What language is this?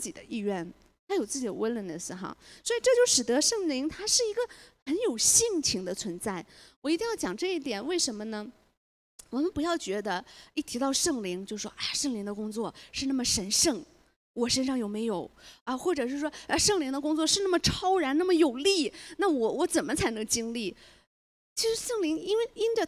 Chinese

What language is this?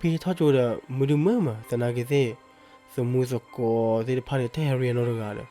S'gaw Karen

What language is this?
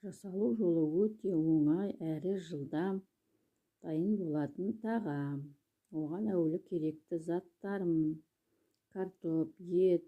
Kazakh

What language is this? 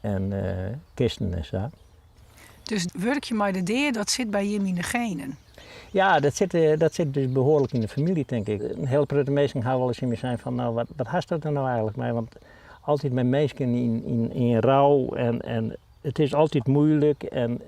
Western Frisian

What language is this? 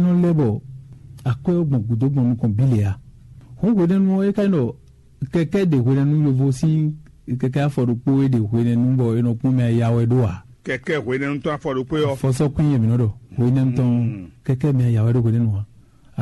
Fon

